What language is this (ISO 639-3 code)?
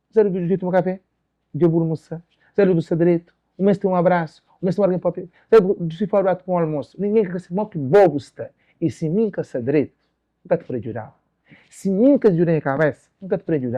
kea